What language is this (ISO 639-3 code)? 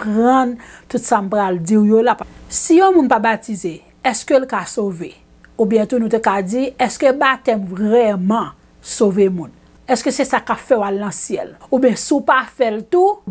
hat